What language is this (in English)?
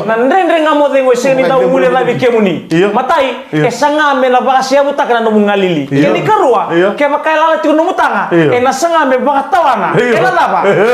Fijian